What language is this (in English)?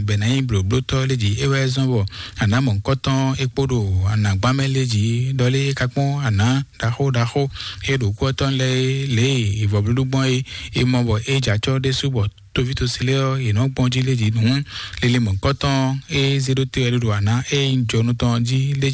Fon